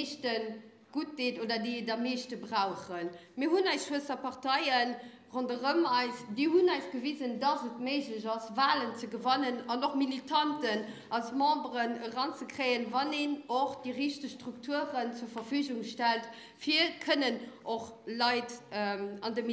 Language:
Luxembourgish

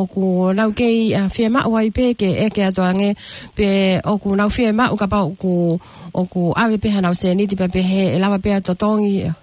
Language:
Tongan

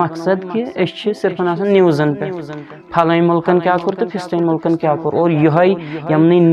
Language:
Kashmiri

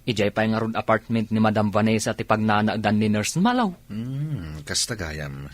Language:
Iloko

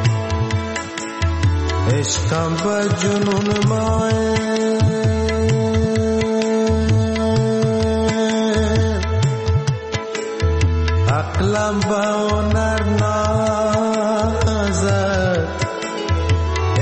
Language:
Persian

